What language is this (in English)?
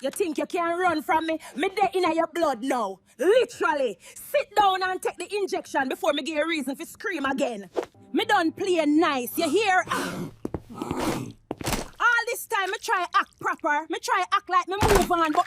Jamaican Creole English